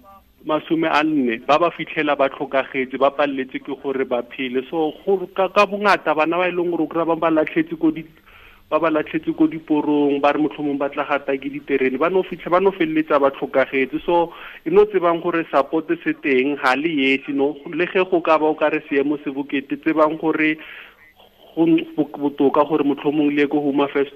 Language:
Tswana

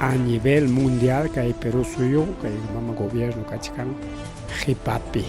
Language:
Ayacucho Quechua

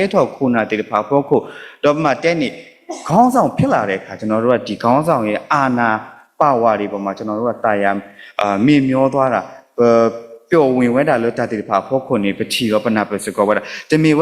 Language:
S'gaw Karen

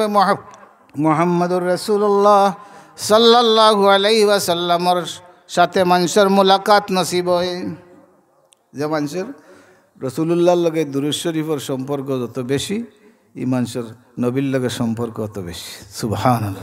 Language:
Sylheti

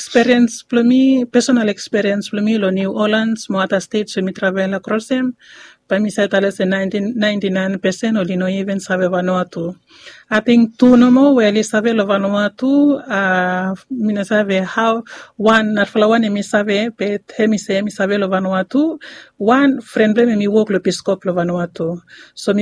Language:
Bislama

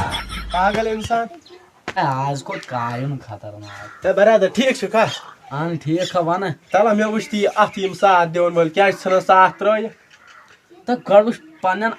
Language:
Kashmiri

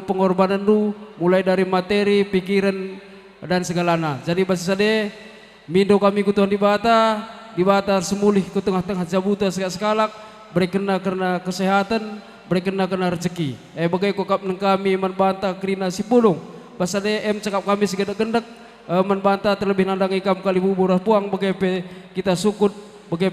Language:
Batak Karo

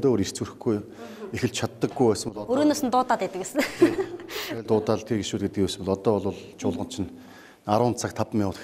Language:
Mongolian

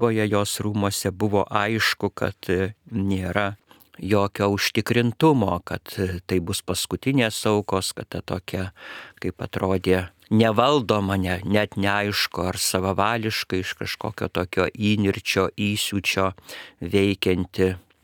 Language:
Lithuanian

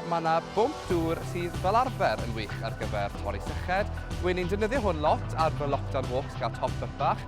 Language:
Welsh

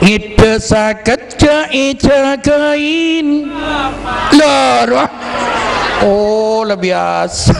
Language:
Madurese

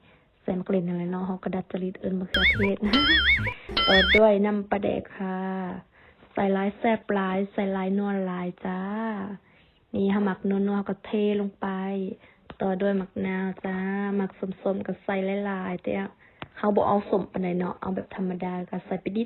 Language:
Lao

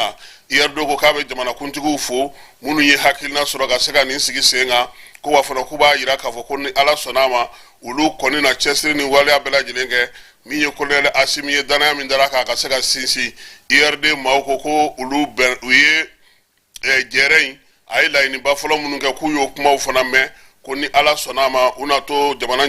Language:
Bambara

